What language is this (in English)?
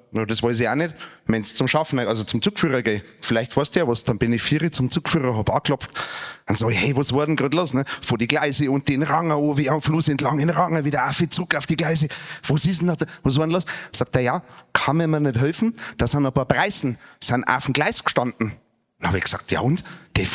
Bavarian